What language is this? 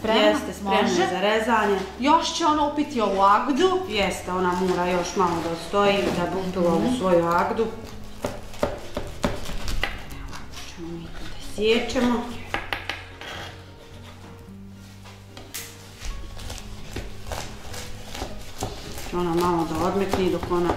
Bosnian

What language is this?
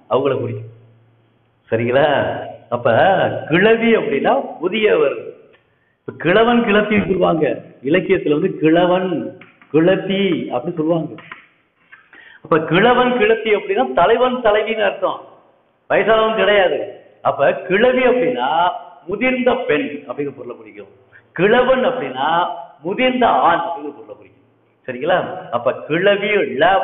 Tamil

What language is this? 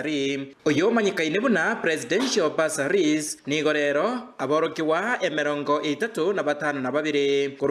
Gusii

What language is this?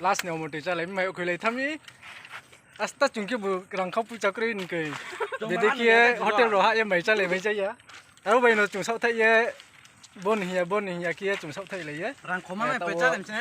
Riang (India)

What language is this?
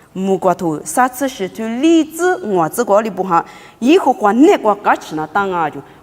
Lisu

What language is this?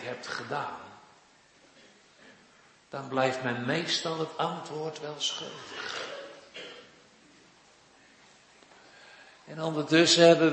Dutch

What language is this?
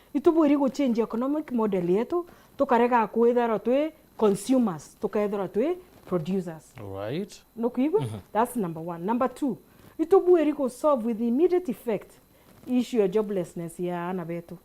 Meru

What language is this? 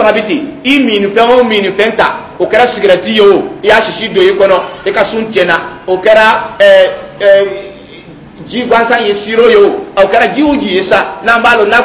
Dyula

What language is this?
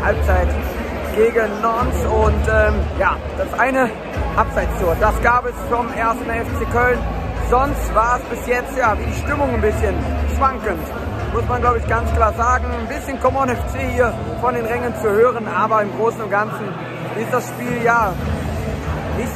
German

